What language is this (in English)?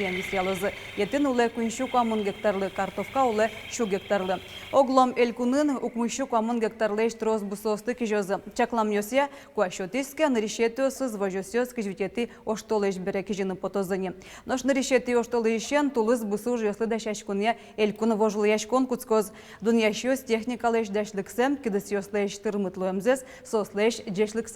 Udmurt